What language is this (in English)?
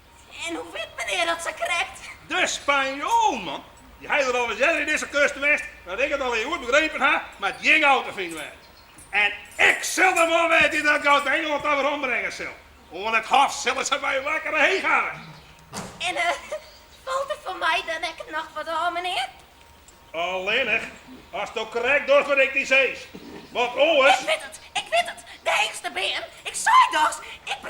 Western Frisian